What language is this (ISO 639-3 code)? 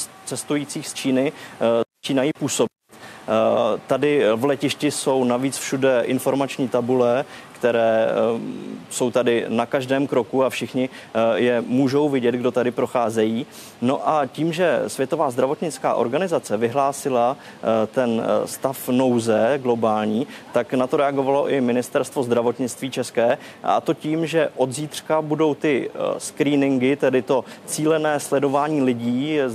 ces